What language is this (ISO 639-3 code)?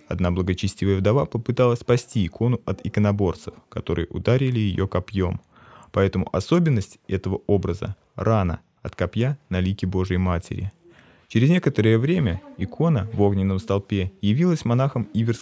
rus